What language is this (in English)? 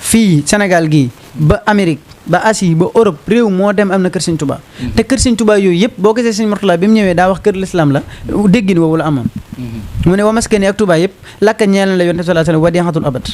Wolof